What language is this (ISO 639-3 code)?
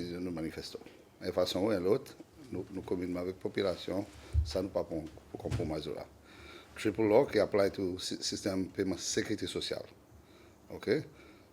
crs